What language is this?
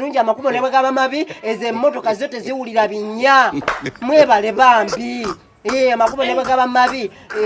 Ganda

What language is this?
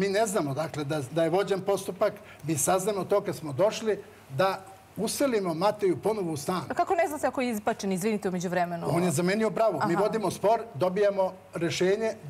Serbian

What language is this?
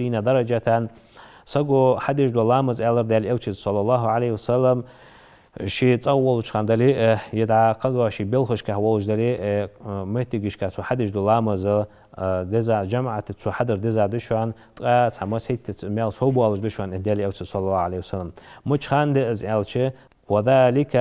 Ingush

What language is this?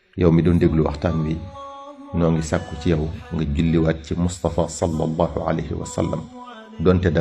Wolof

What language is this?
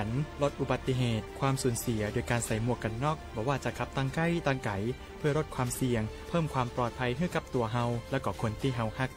Shan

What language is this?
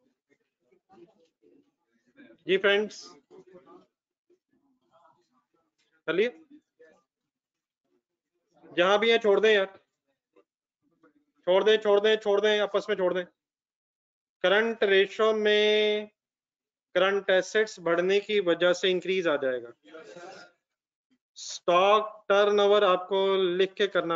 Hindi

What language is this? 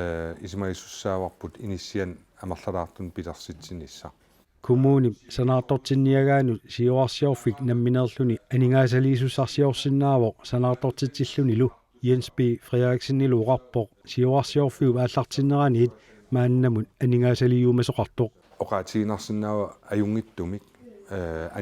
Kalaallisut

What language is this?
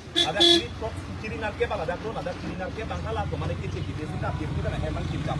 Karbi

